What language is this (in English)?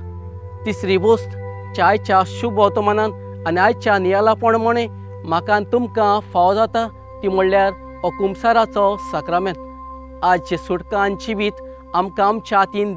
Konkani